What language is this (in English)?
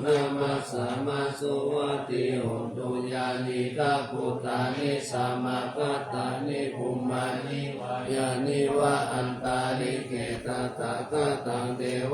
Pali